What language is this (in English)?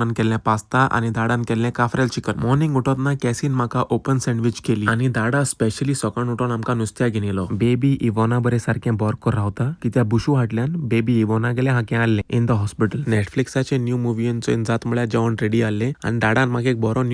Konkani